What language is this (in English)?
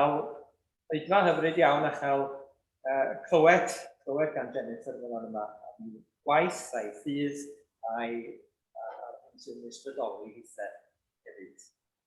Welsh